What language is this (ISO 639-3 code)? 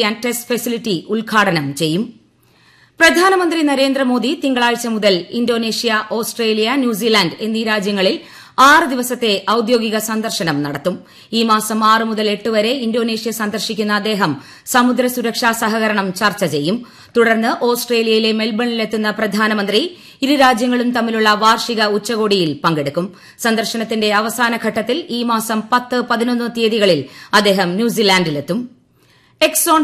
mal